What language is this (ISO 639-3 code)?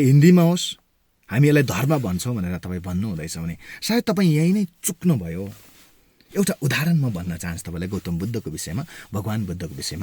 nep